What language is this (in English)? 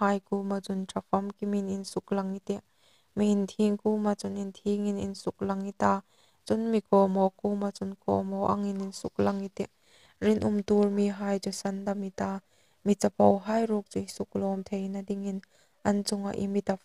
Hmar